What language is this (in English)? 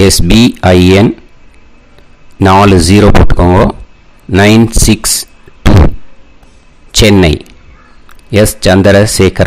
Tamil